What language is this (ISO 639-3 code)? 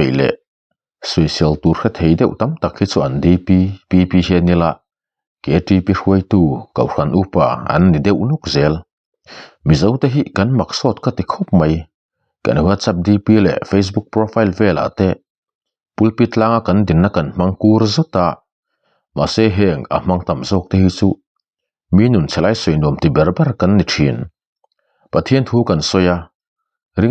lus